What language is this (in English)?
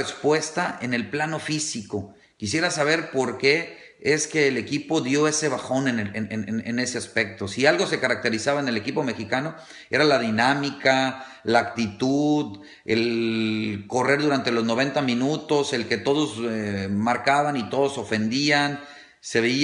Spanish